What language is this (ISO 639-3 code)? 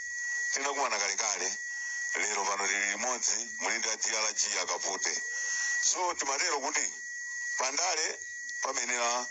nya